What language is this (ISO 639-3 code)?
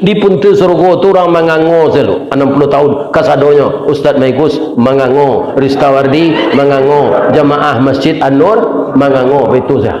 min